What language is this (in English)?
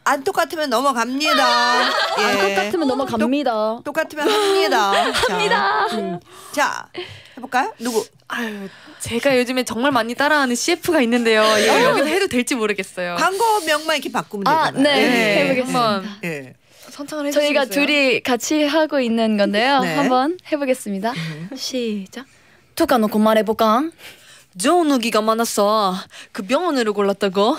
Korean